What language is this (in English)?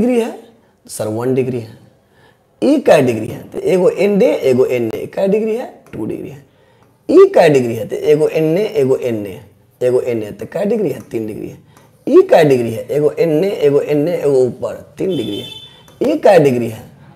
Hindi